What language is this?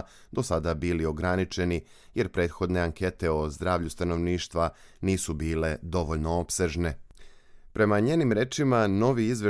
Serbian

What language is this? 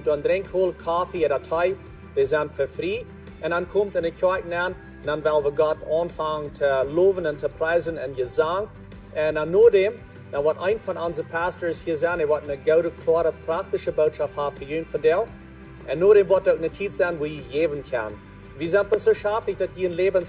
Plautdietsch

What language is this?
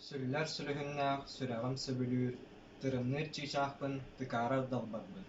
Yakut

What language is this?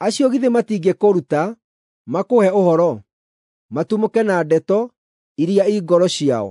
Kikuyu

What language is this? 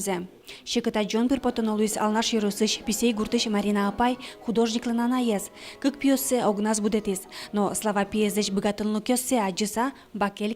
Udmurt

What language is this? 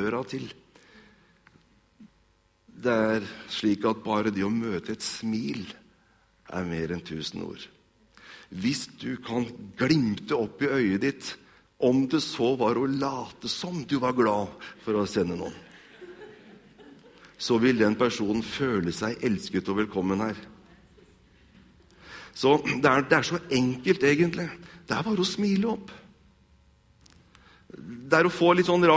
Norwegian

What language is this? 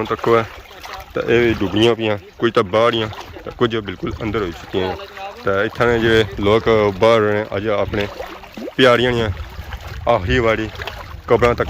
Pahari-Potwari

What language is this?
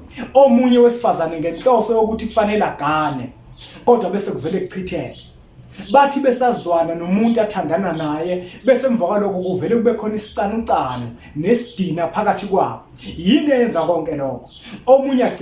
Zulu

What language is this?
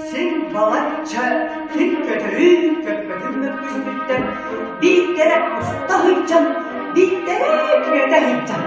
Yakut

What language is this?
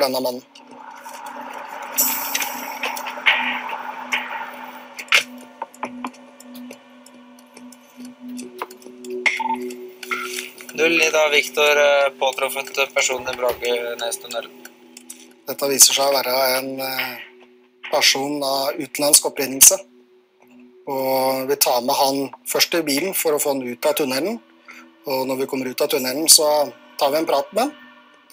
Norwegian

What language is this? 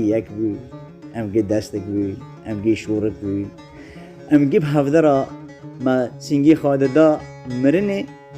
Kurdish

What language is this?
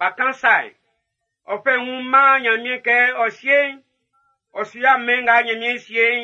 Baoulé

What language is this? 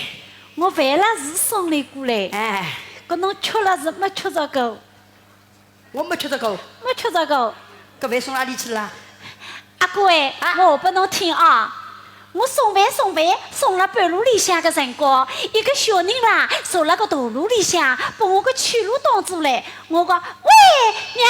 Wu Chinese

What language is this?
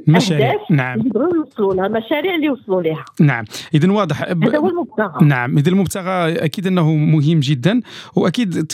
Moroccan Arabic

